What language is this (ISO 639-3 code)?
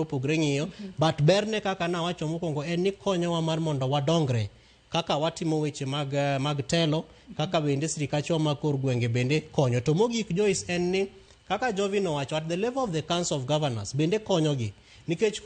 luo